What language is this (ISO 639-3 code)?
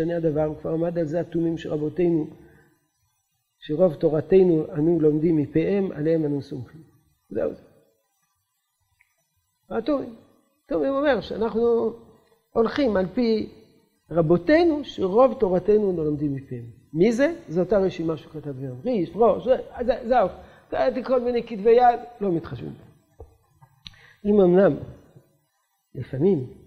heb